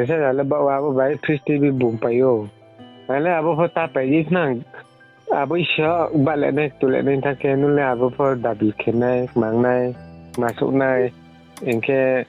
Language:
Riang (India)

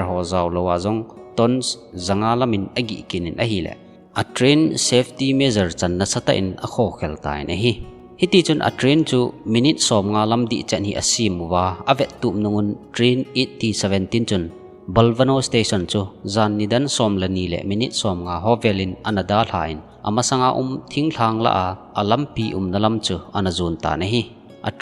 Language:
Thado Chin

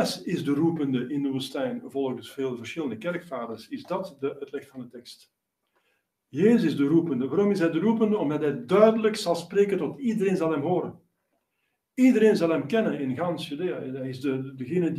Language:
Dutch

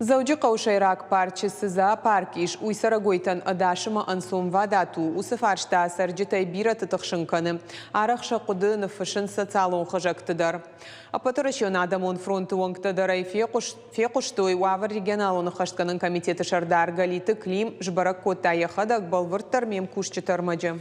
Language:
Ossetic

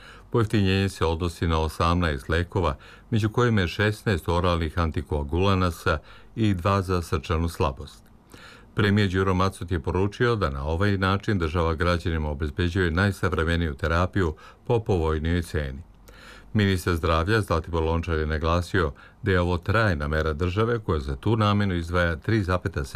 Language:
Serbian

